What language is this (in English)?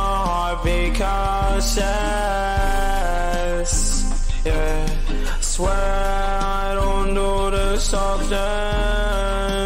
English